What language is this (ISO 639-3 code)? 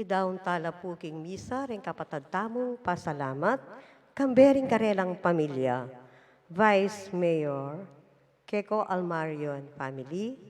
pam